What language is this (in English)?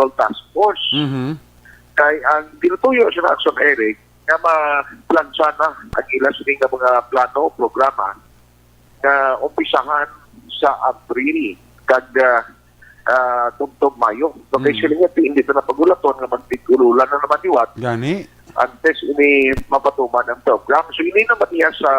Hiligaynon